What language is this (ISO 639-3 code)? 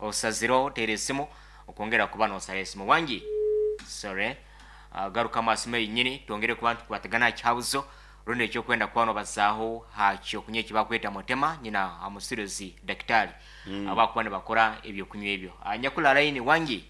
nyn